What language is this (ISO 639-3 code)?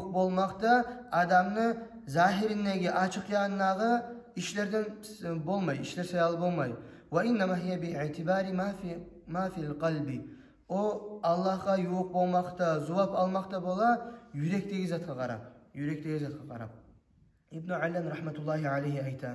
kum